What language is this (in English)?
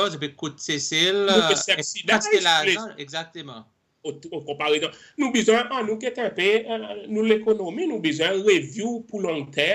Seselwa Creole French